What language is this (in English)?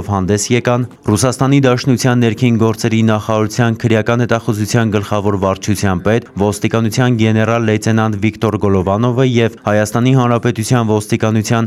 Armenian